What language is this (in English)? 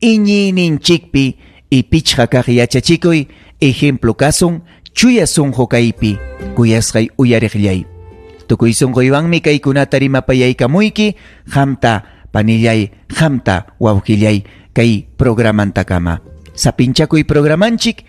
Ayacucho Quechua